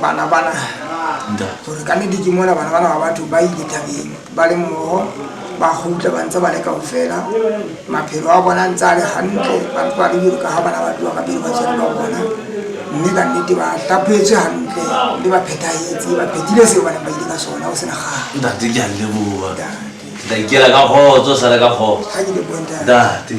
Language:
Southern Sotho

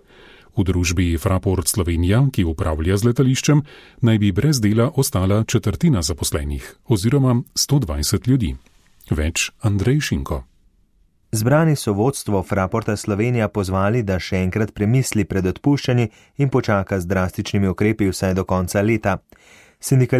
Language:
Slovenian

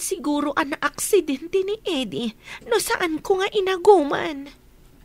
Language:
Iloko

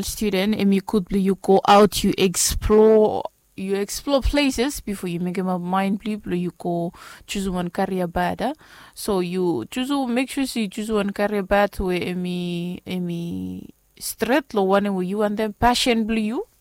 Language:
Bislama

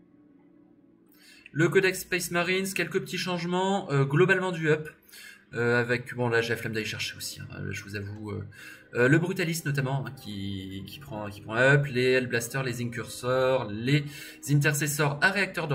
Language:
French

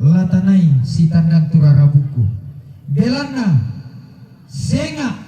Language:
Toraja-Sa'dan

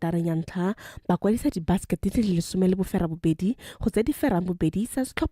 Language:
Tswana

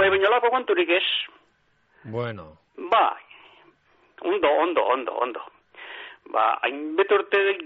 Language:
Basque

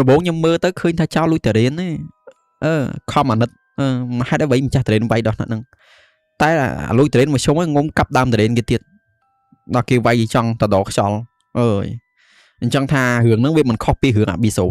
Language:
Khmer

